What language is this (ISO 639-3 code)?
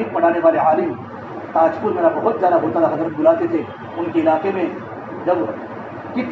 urd